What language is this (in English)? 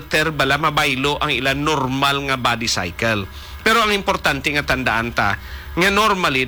Hiligaynon